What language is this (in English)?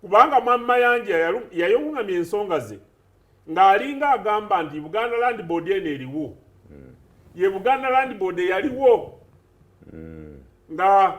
Ganda